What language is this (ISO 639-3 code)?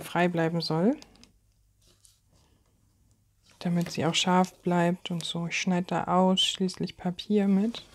deu